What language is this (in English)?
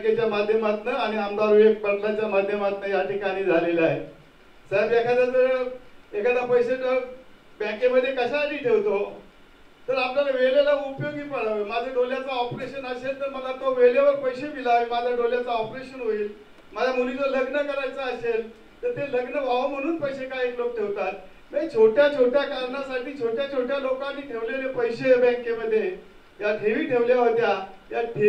Marathi